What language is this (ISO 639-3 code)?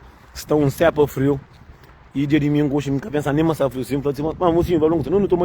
kea